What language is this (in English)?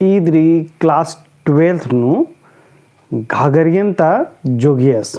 Kurukh